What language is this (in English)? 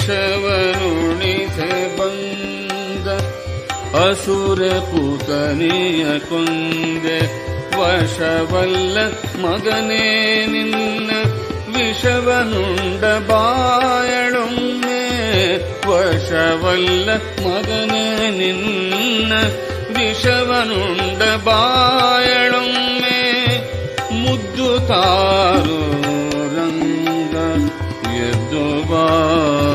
Kannada